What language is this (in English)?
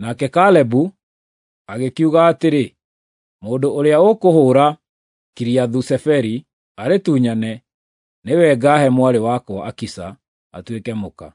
Kikuyu